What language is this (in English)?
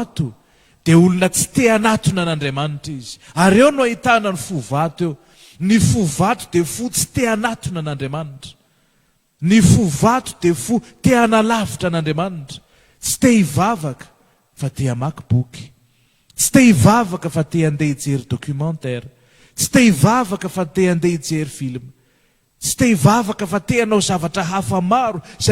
Malagasy